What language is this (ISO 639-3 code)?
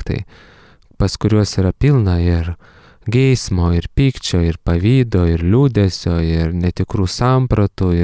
lit